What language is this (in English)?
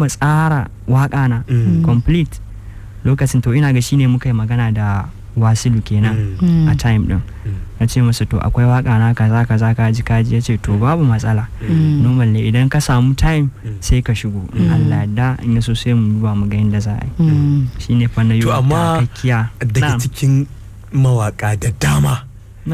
Hausa